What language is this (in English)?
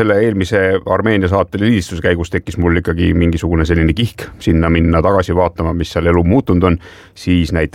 Estonian